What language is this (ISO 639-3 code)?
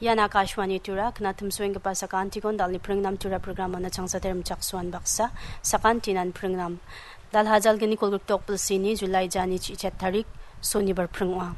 grt